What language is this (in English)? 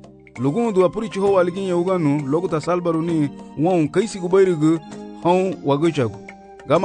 Garifuna